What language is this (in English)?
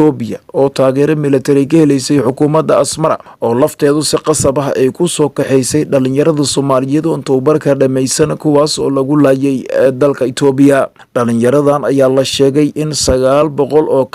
Somali